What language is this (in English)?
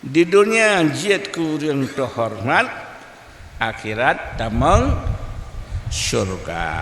Achinese